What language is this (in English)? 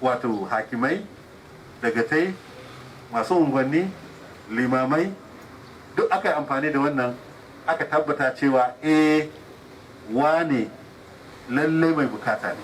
Hausa